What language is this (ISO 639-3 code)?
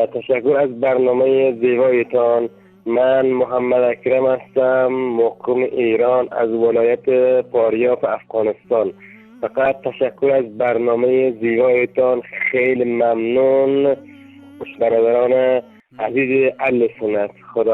tgk